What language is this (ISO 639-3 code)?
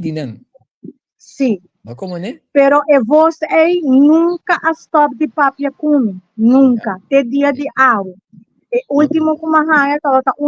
pap